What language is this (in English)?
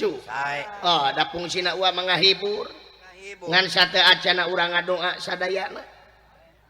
Sundanese